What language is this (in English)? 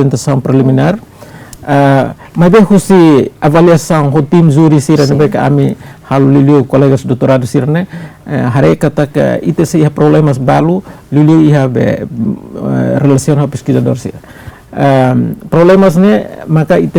Tetum